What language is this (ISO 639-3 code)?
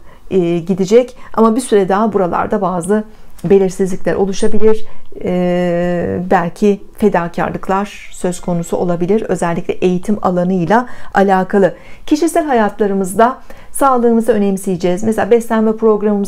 tur